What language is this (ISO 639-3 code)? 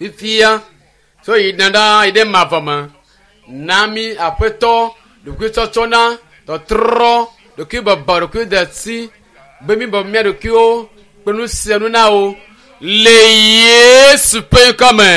ewe